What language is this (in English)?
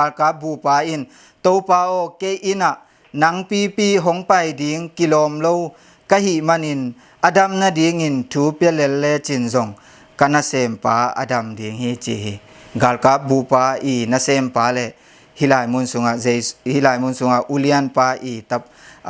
Tedim Chin